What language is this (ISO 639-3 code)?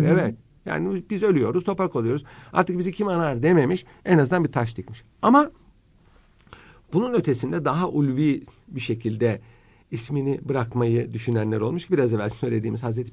tur